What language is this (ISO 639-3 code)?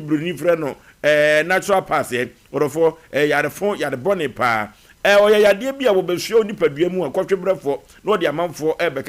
aka